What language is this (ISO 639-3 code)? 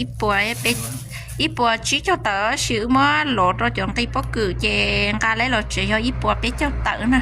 hmn